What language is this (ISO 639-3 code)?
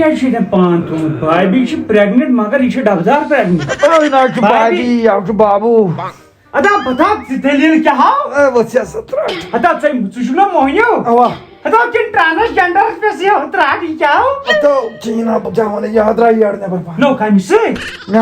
kas